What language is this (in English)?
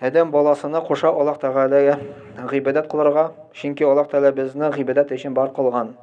Tatar